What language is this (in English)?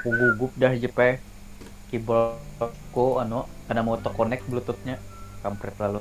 Banjar